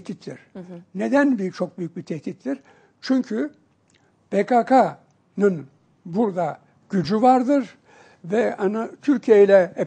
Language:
Turkish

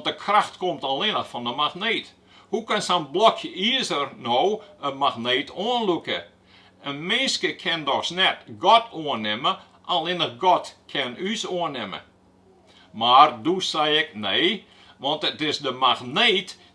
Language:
Western Frisian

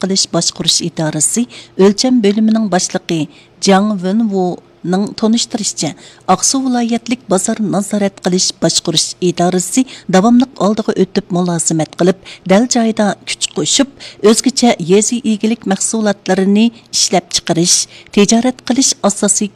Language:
Uyghur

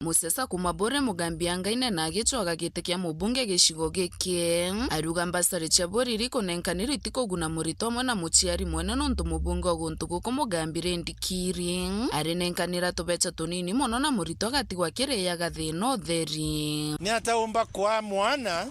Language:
Meru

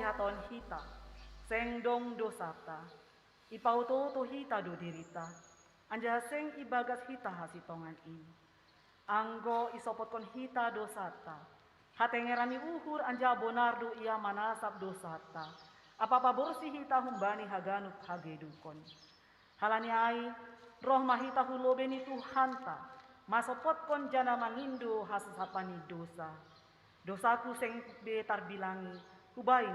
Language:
Batak Simalungun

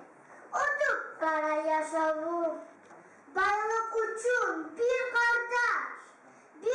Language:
Kumyk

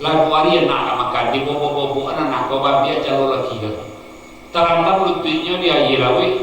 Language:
Minangkabau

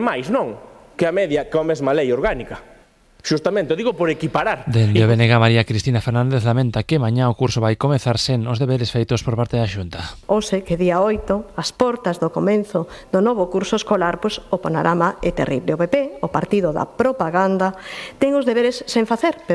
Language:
Galician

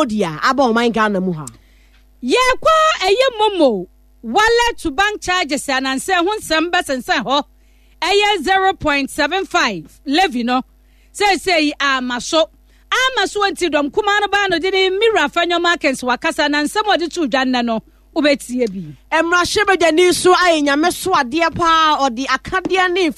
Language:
Akan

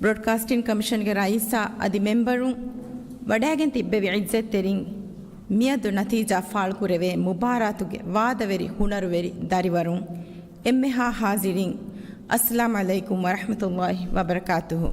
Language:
Divehi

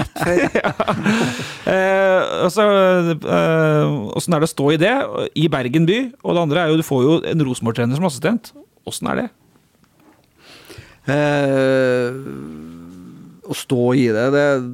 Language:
Norwegian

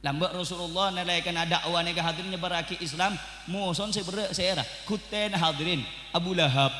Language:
Madurese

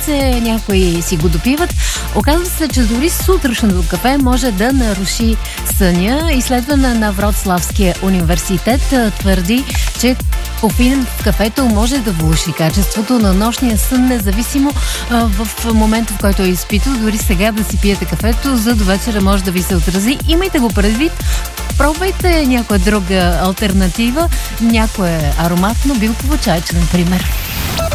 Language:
Bulgarian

